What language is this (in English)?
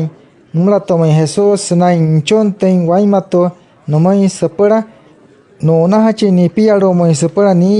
Wayuu